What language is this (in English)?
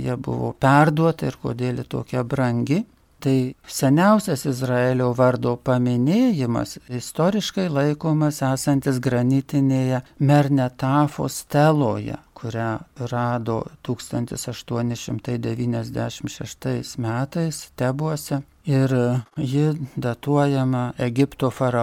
Lithuanian